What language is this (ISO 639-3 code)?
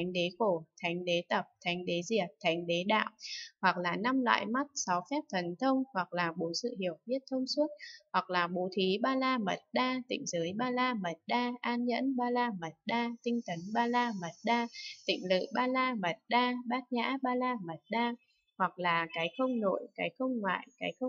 vie